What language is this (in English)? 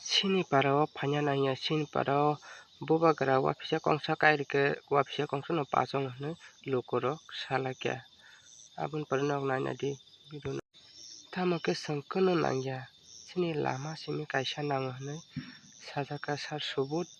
Kok Borok